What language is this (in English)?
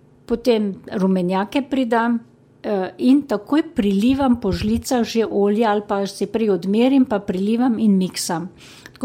Slovenian